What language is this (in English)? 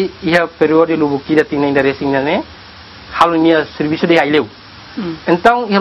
Tetum